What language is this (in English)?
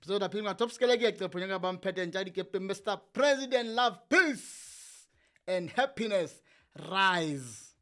Southern Sotho